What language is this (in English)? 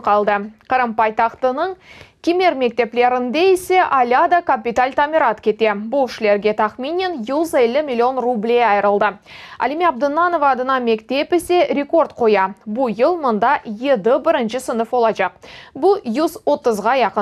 Crimean Tatar